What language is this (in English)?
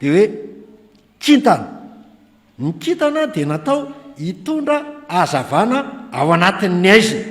Malagasy